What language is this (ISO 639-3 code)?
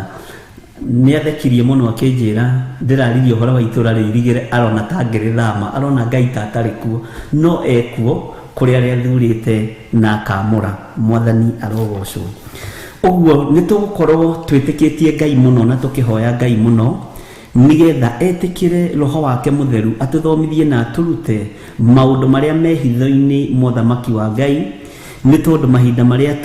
kik